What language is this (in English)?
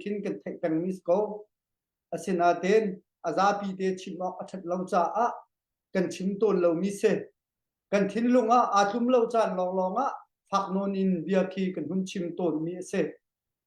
Hakha Chin